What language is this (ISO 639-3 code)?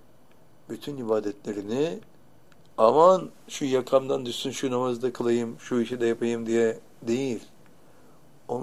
tur